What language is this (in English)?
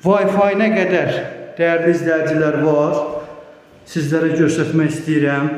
Azerbaijani